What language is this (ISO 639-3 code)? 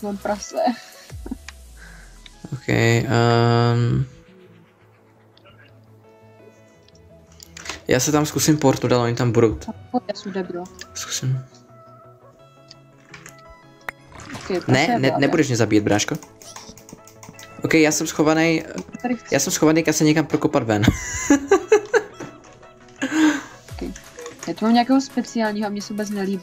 ces